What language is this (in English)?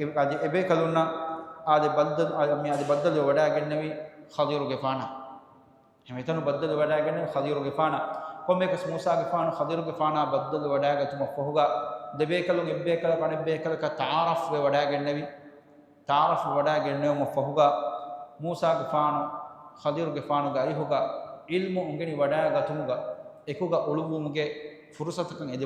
Divehi